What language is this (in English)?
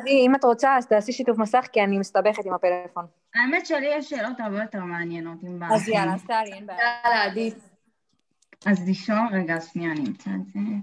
Hebrew